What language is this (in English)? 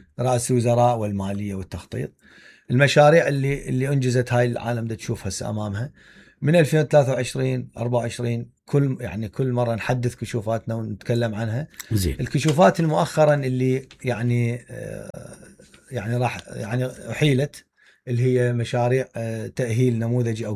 Mesopotamian Arabic